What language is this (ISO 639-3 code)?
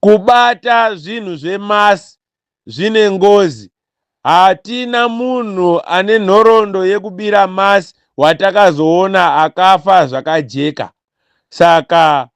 sna